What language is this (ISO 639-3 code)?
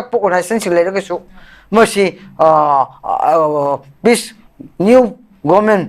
mni